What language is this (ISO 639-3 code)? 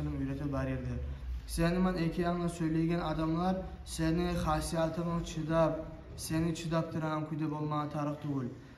kum